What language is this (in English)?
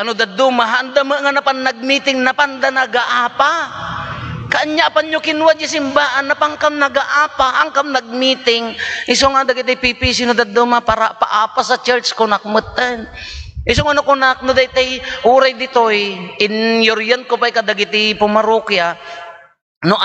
Iloko